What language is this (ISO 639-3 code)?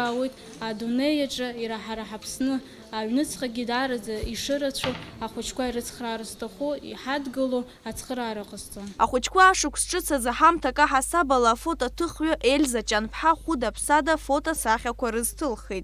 abk